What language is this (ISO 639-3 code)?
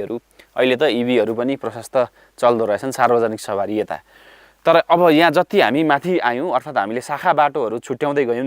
nep